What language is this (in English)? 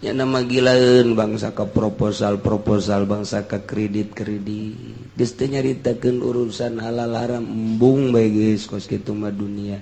Sundanese